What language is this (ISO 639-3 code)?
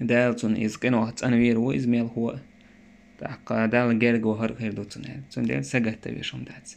che